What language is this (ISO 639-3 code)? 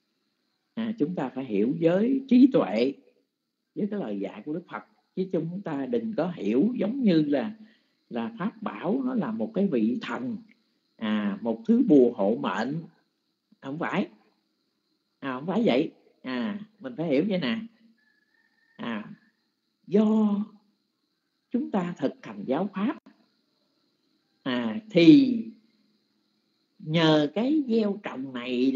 vie